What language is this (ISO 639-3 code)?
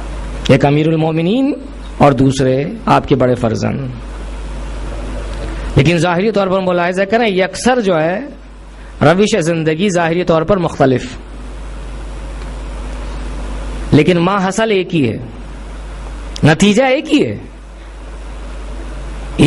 urd